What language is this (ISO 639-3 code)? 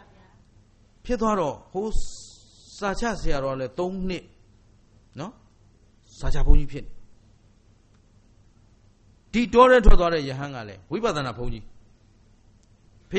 mya